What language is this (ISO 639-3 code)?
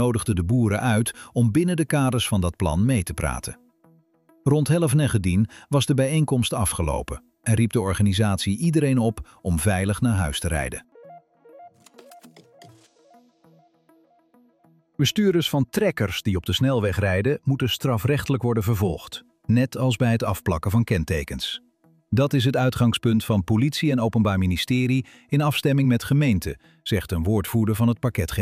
nld